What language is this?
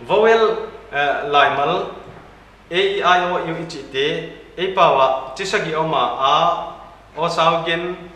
Paite Chin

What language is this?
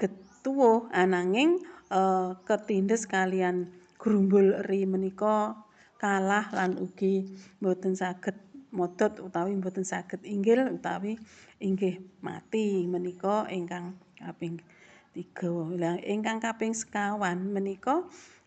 Javanese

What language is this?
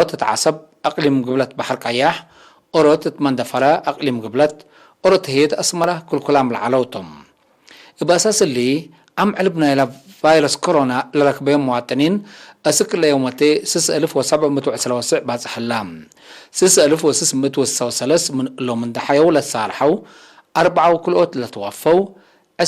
Tigre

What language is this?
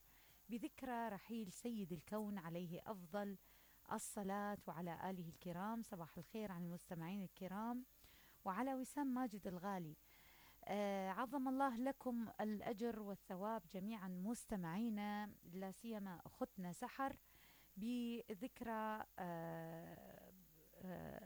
Mesopotamian Arabic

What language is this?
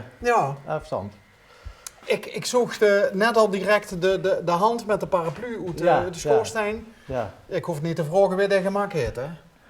Limburgish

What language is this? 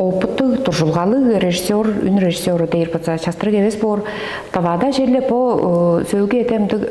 Tuvinian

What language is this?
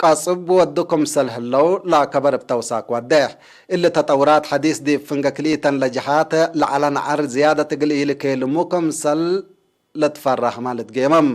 Tigre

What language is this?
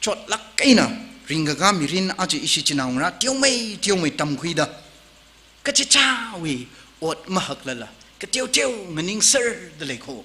Tangkhul Naga (India)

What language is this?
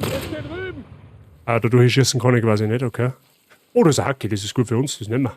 Bavarian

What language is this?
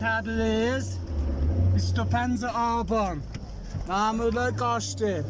South Azerbaijani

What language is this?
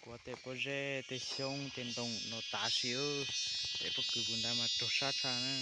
Hmong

